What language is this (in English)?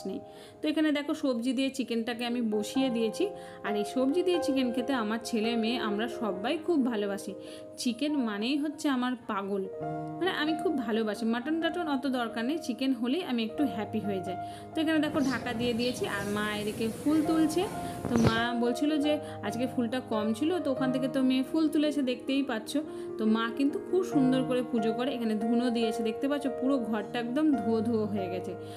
Bangla